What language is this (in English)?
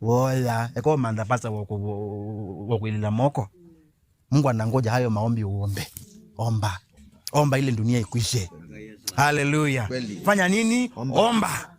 Kamba